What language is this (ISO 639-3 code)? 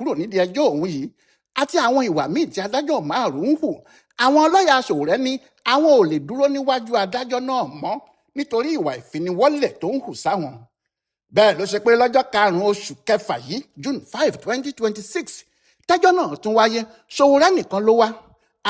yor